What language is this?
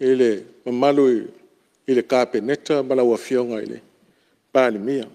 Samoan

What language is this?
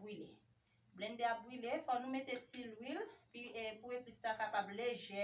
Haitian Creole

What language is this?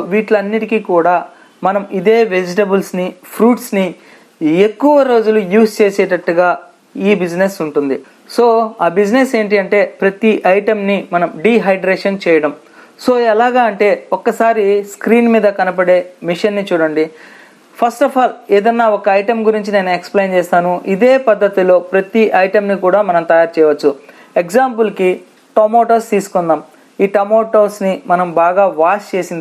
Telugu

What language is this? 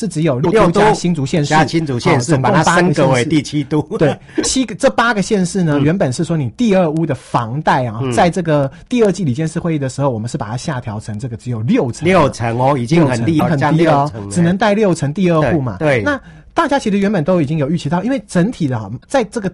Chinese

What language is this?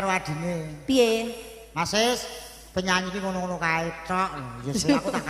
Javanese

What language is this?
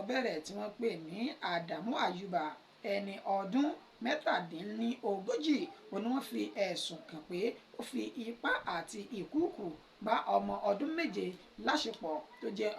Yoruba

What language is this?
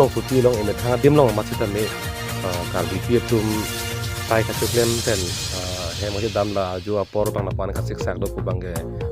Karbi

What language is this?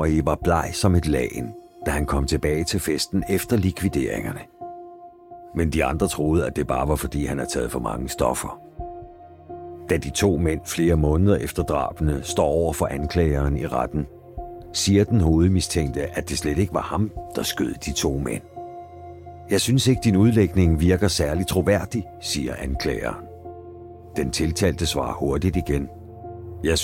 Danish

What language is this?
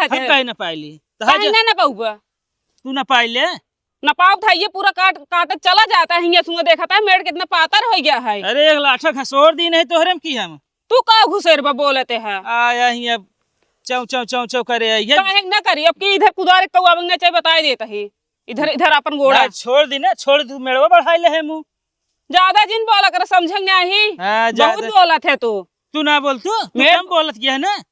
Awadhi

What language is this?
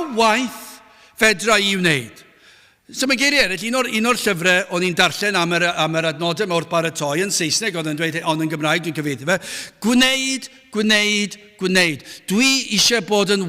Welsh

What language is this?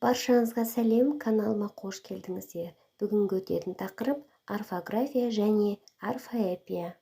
Kazakh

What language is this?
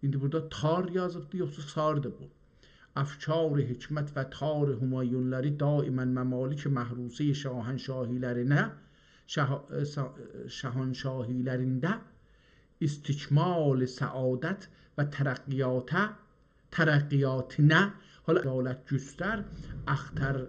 South Azerbaijani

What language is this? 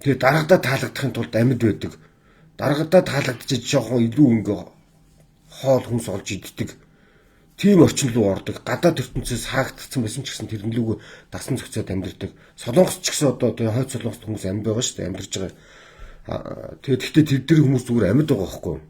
Mongolian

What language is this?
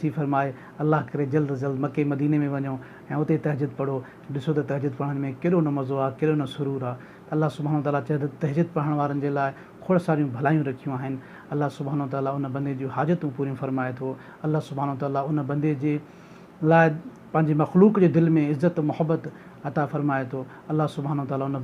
Sindhi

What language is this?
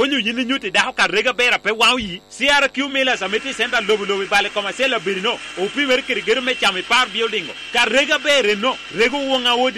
Lango (Uganda)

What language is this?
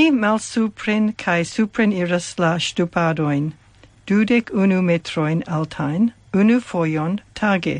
Esperanto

